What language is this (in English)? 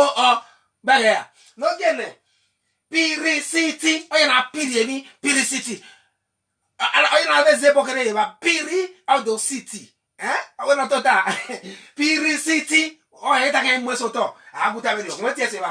Bini